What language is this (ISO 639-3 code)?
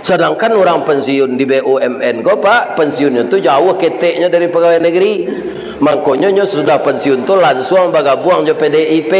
min